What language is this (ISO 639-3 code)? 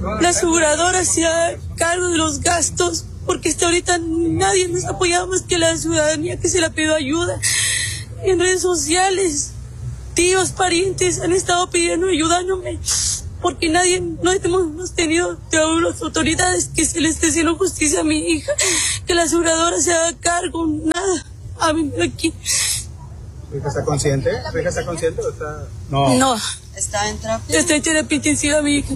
spa